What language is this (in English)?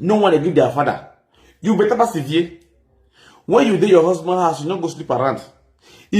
Nigerian Pidgin